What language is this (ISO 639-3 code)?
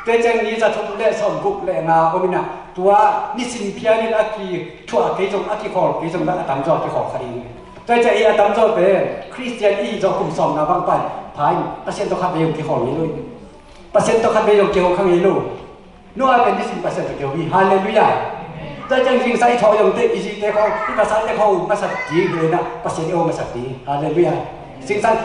ctd